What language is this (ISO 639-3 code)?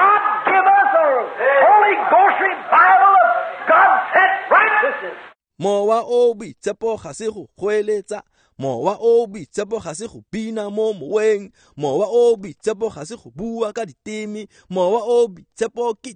tsn